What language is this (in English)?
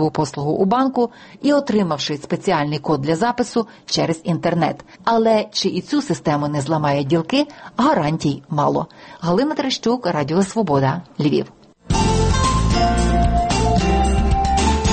Ukrainian